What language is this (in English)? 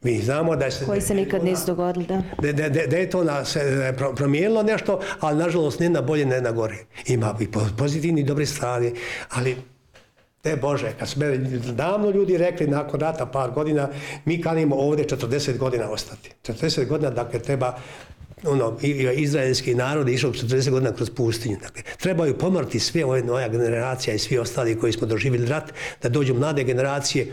Bosnian